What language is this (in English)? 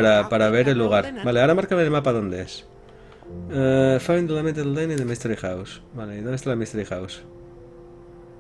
Spanish